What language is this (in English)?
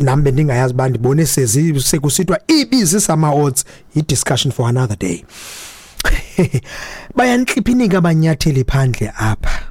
Xhosa